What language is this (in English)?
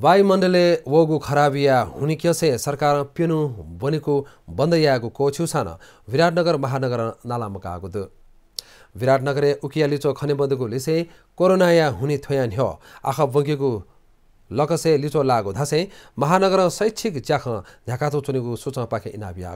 Newari